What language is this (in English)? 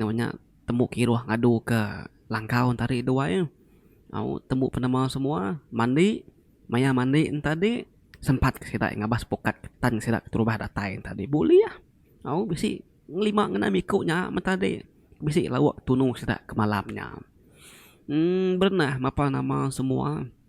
Iban